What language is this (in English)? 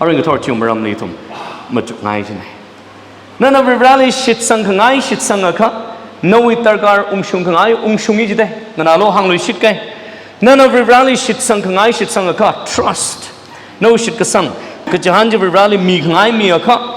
Tangkhul Naga (India)